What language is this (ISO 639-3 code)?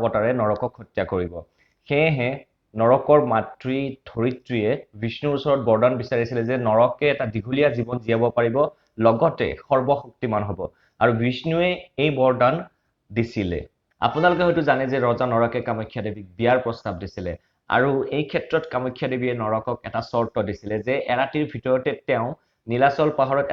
asm